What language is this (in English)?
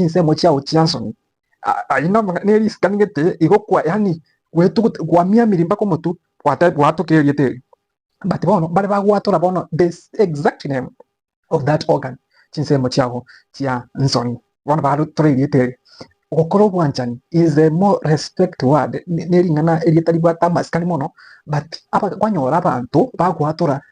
Gusii